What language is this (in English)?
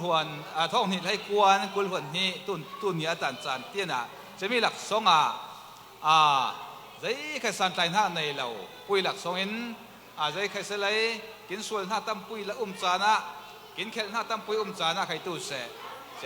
Falam Chin